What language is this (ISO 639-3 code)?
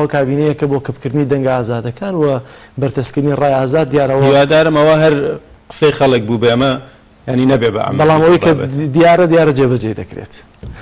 ckb